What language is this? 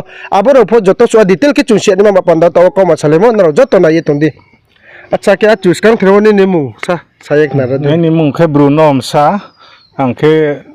Riang (India)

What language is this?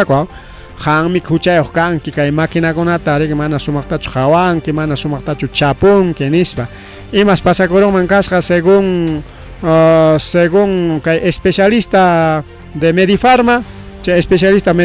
Ayacucho Quechua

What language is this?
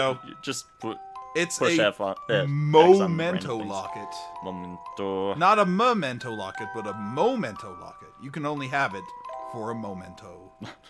English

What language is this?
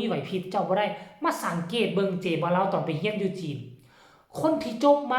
Northeastern Thai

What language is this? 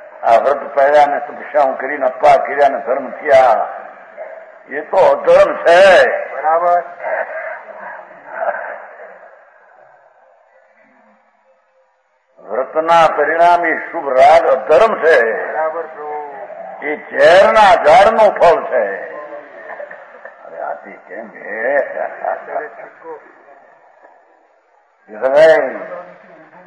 Gujarati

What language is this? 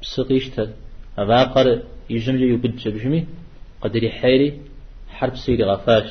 Kabardian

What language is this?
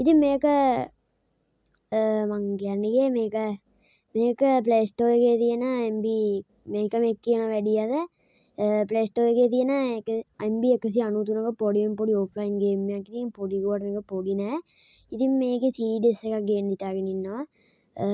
Sinhala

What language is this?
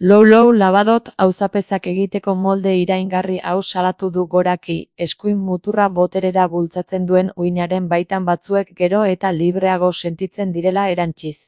Basque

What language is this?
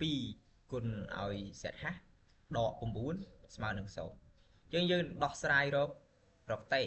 Khmer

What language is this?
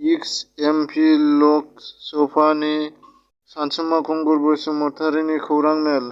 Bodo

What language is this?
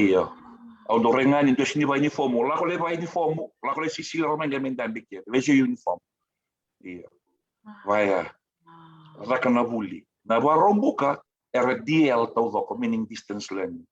Fijian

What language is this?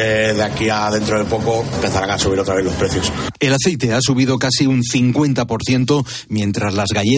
Spanish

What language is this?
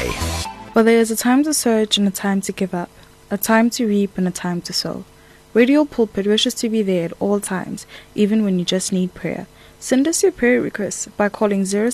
English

